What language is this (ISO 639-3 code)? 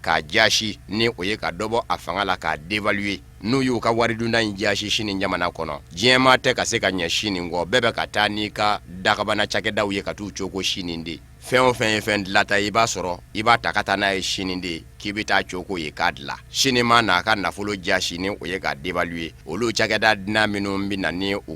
bam